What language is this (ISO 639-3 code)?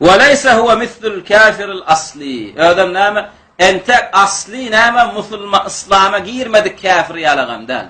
tuk